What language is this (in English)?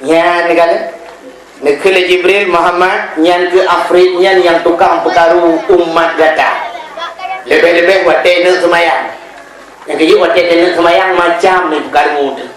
Achinese